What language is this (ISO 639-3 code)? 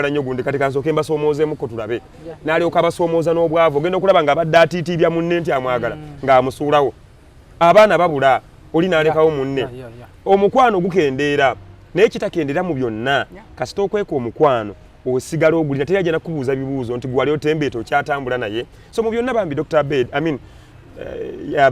lug